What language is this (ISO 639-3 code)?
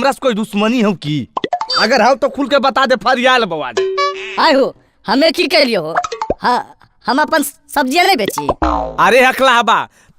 mag